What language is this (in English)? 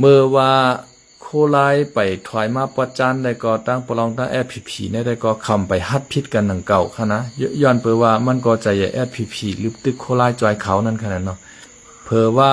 Shan